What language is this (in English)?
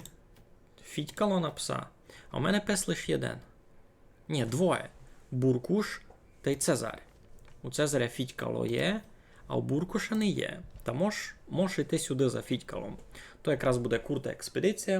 Rusyn